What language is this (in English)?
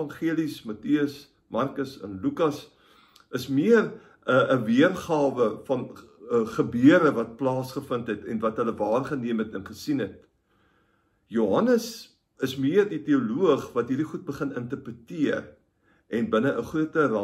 Afrikaans